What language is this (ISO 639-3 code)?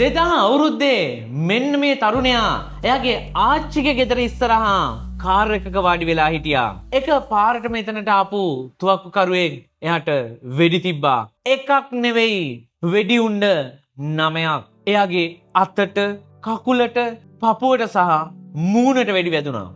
sin